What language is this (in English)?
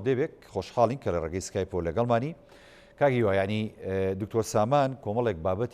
Central Kurdish